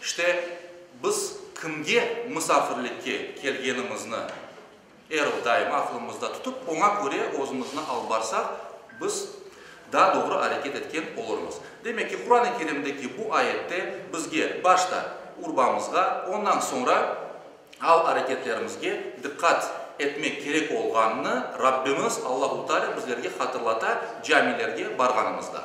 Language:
Crimean Tatar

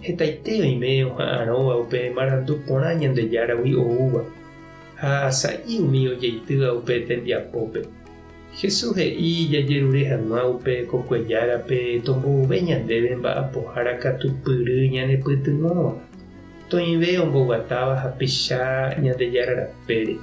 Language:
Guarani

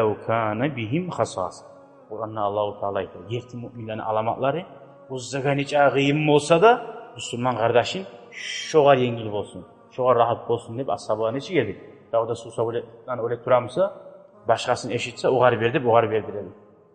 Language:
Kumyk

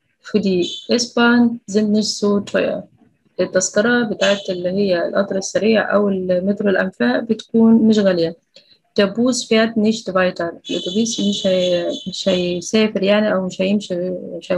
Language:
Egyptian Arabic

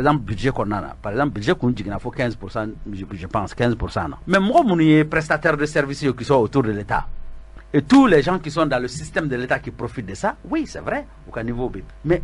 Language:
Bambara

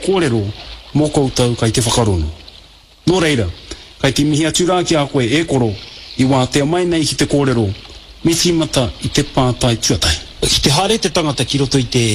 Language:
Māori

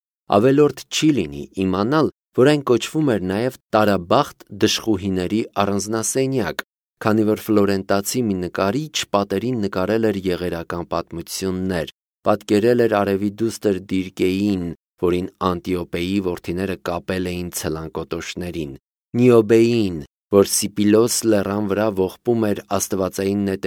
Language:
Armenian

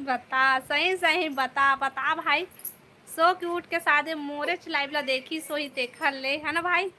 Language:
Chhattisgarhi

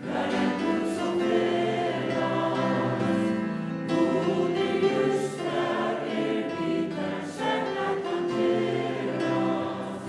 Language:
Faroese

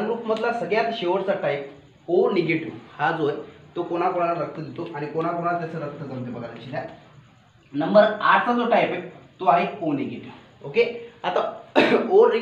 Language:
Marathi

